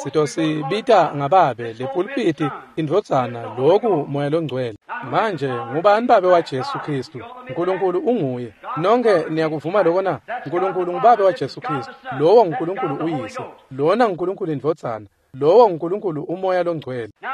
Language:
Swati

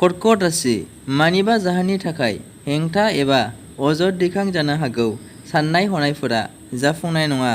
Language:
Bodo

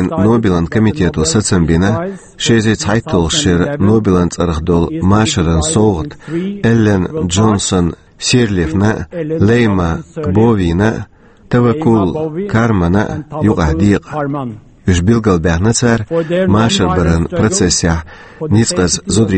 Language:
Chechen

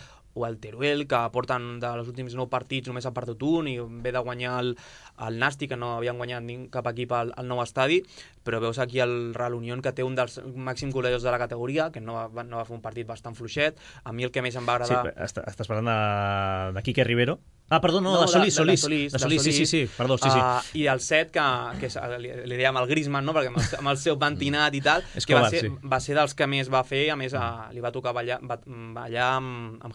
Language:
Catalan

